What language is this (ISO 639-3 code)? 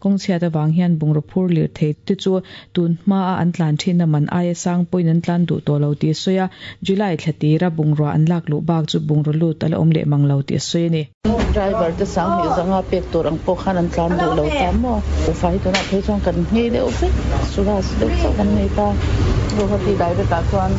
lus